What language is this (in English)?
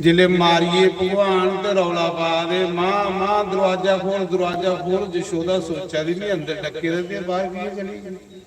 Dogri